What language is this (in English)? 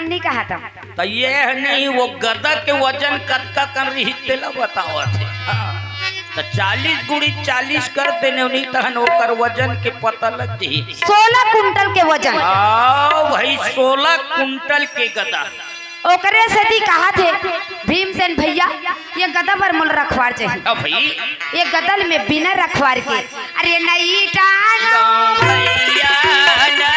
Chhattisgarhi